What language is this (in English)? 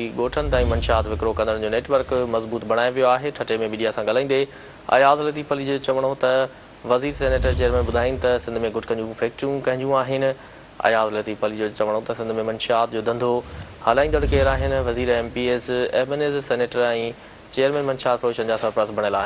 Sindhi